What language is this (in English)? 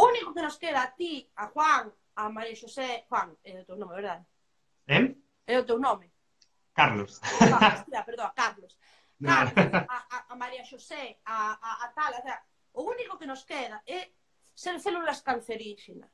Galician